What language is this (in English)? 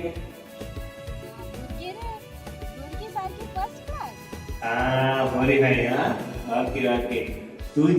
Konkani